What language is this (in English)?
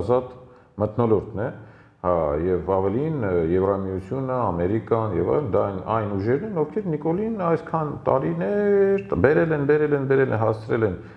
Armenian